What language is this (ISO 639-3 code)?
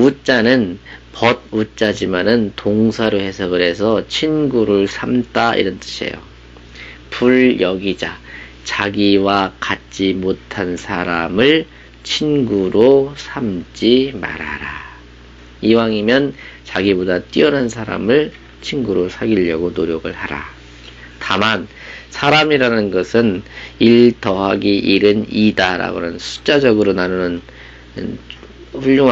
kor